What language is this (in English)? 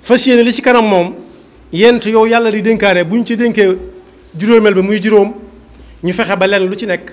Wolof